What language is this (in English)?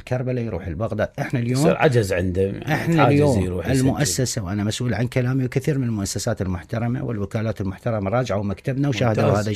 Mesopotamian Arabic